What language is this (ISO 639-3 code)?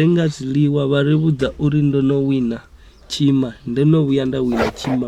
ven